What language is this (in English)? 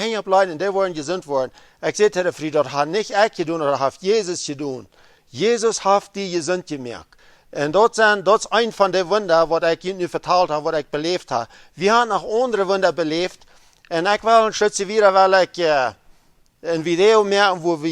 Plautdietsch